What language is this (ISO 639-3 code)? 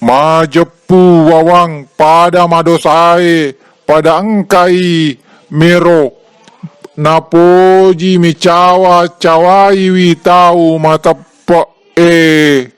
bug